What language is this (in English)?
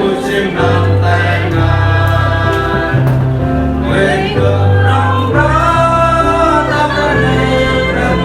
Central Mnong